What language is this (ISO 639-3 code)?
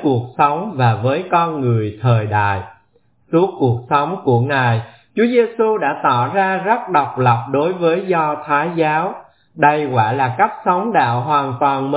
vie